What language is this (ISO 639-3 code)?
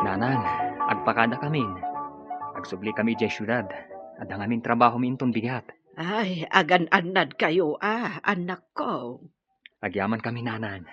ilo